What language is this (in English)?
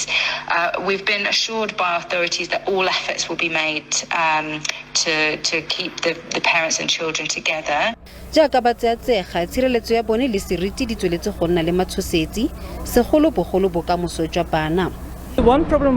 Tswana